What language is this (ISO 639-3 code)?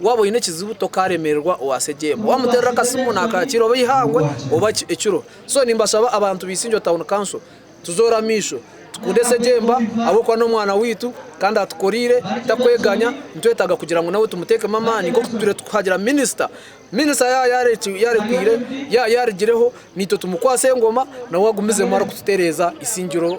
nyn